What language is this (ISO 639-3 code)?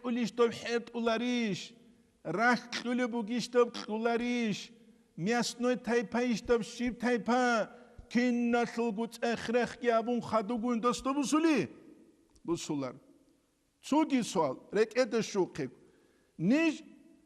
ava